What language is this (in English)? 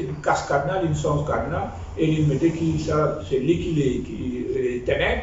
Morisyen